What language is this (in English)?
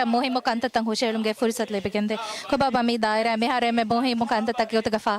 Divehi